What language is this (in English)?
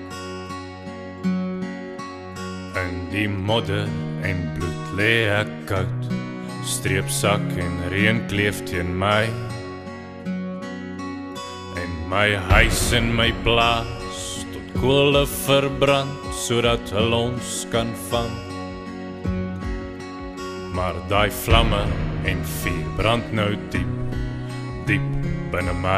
Afrikaans